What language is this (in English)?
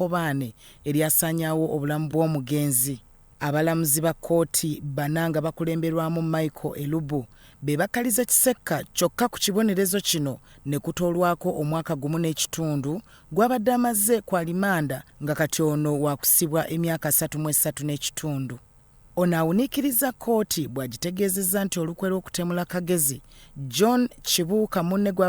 Ganda